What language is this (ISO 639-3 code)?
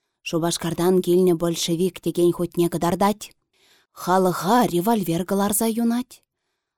chv